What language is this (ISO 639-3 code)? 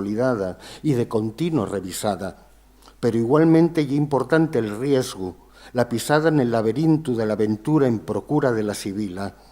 ast